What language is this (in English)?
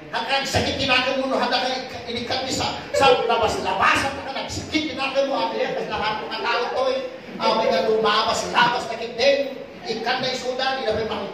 Iloko